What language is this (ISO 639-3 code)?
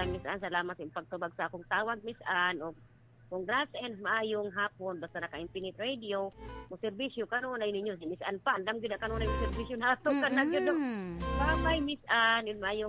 ceb